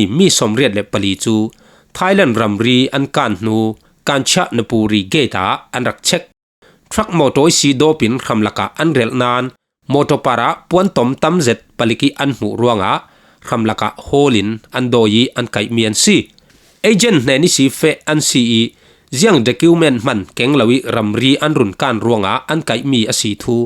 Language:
Falam Chin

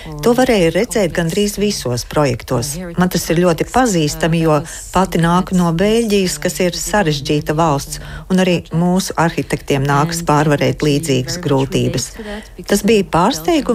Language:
Latvian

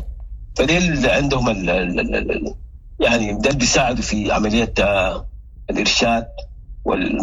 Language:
Sudanese Arabic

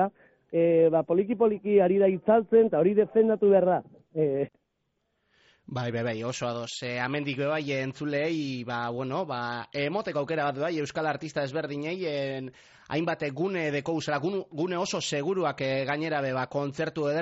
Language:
Basque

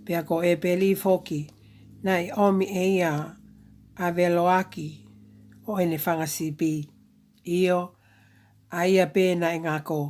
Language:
Tongan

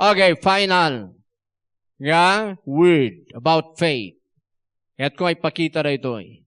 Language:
Iloko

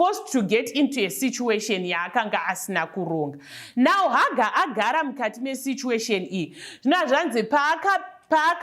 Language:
Shona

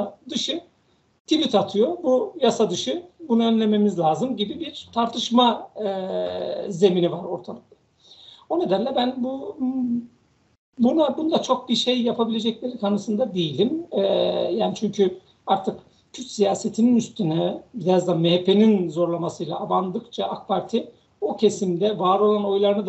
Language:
Turkish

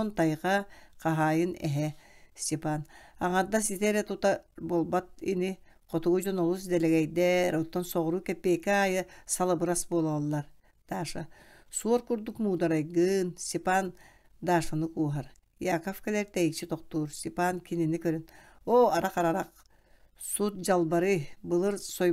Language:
Yakut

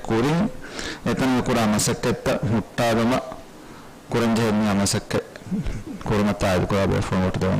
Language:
Divehi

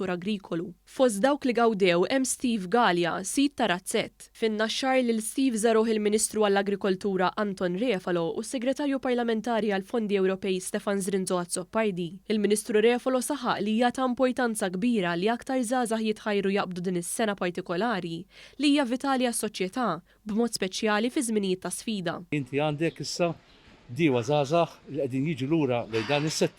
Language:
Maltese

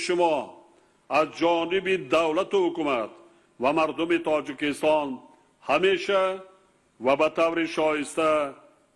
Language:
Tajik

